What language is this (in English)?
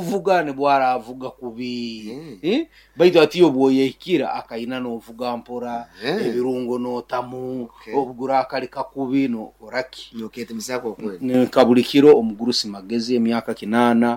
Nyoro